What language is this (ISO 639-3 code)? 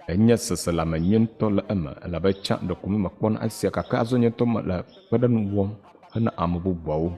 ewe